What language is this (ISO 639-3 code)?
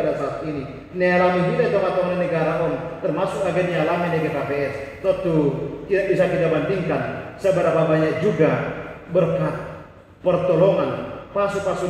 bts